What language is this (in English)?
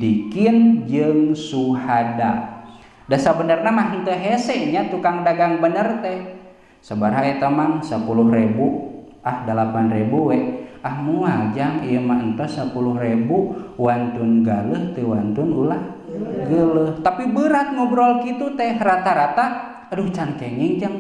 Sundanese